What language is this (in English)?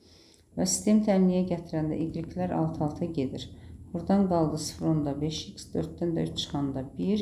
Azerbaijani